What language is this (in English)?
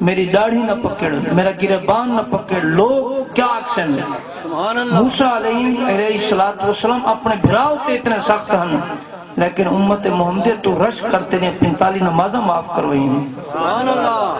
Saraiki